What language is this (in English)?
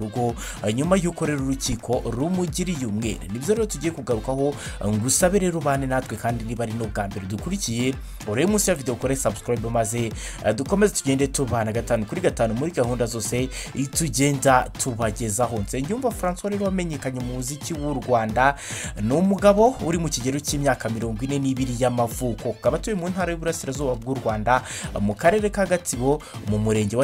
Kinyarwanda